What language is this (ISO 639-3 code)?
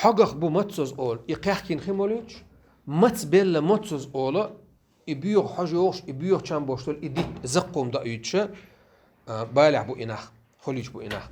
che